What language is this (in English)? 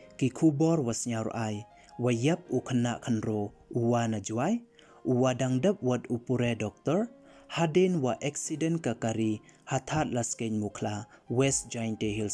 Pnar